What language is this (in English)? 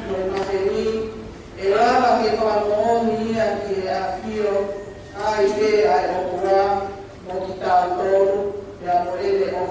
Tongan